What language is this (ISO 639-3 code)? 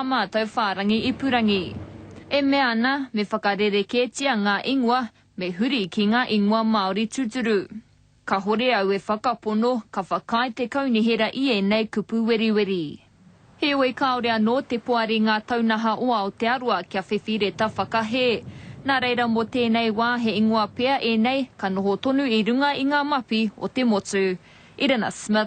mri